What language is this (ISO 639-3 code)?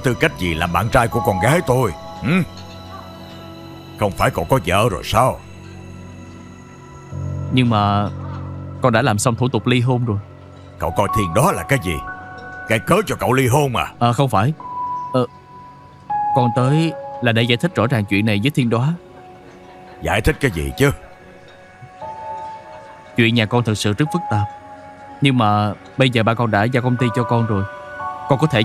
vie